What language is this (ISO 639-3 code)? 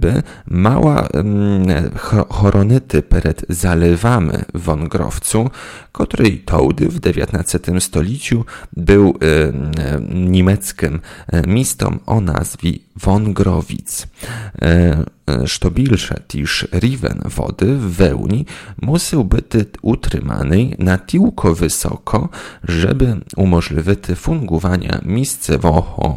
pol